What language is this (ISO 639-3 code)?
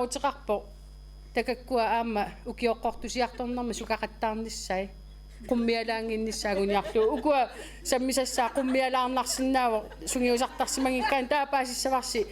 kal